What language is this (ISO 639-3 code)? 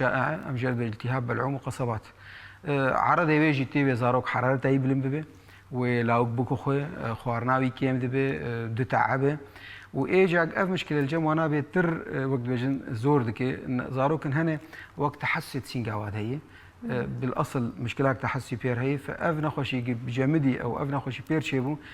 kur